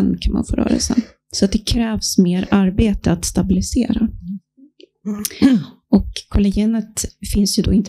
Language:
Swedish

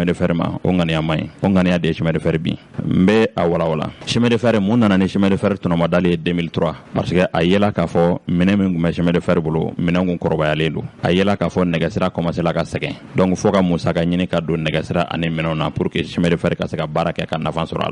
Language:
Bambara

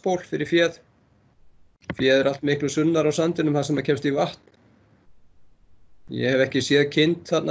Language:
Icelandic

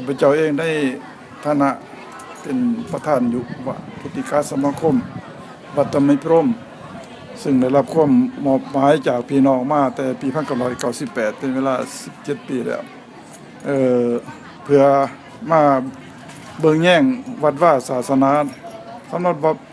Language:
Lao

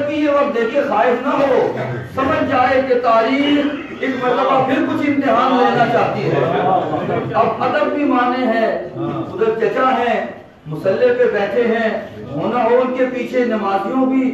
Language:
Urdu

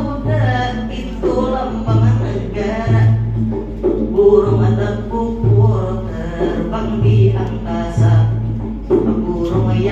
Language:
Banjar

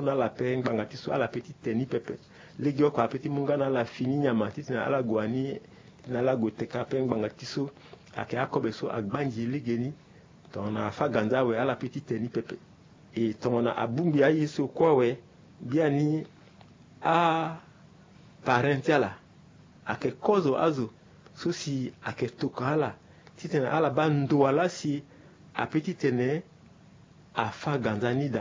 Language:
Sango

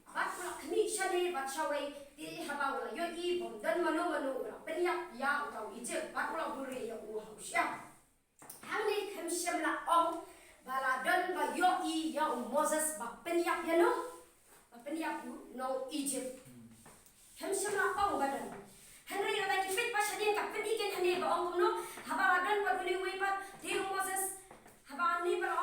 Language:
Khasi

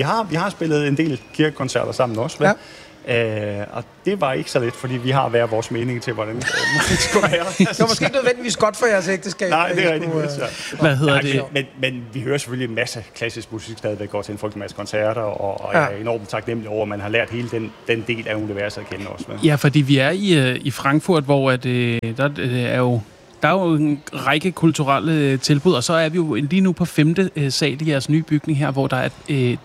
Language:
Danish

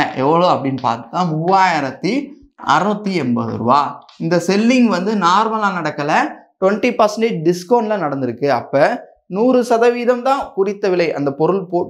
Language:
Tamil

